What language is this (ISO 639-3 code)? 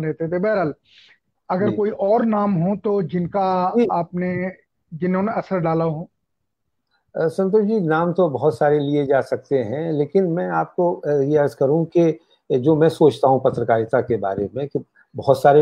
hin